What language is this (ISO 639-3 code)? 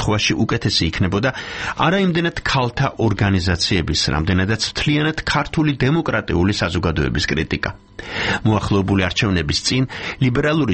kat